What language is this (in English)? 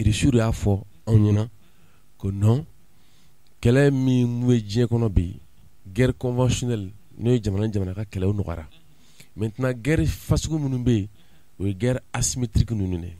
Bambara